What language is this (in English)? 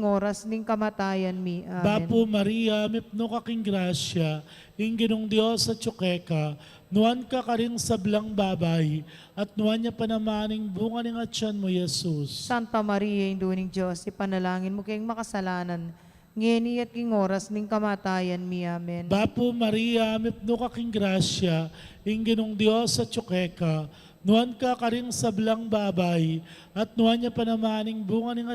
Pampanga